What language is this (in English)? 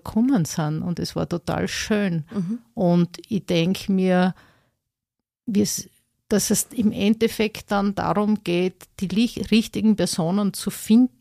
German